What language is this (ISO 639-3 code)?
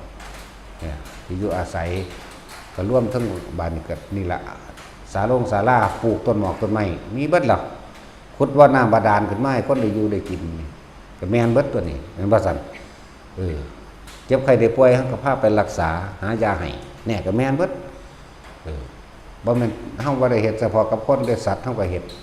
tts